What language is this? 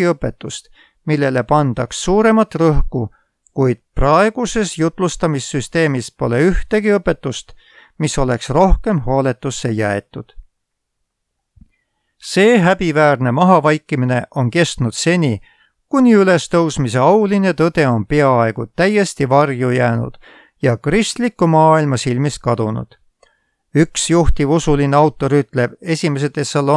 Estonian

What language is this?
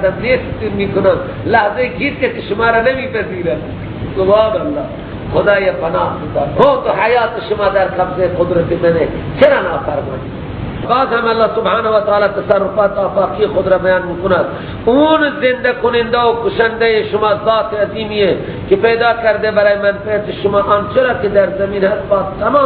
Persian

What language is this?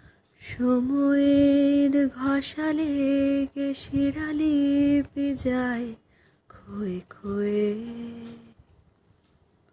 Bangla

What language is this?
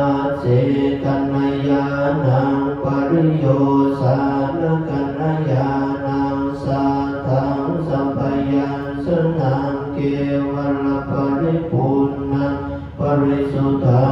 Pali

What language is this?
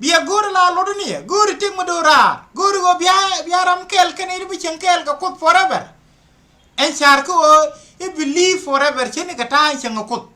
Nuer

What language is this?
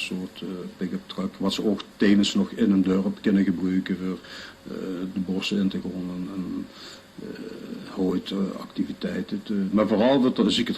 Limburgish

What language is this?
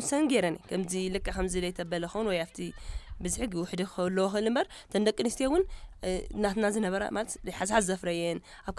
Tigrinya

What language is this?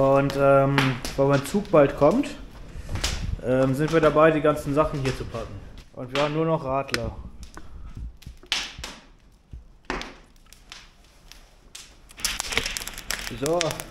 German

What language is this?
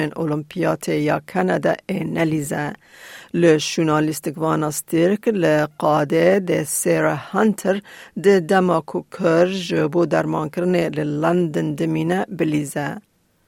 Kurdish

